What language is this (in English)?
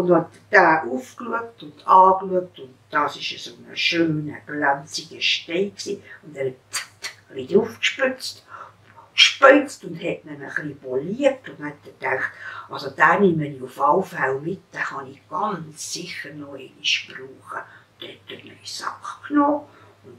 Swiss German